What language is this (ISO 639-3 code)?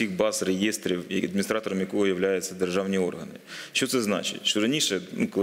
ukr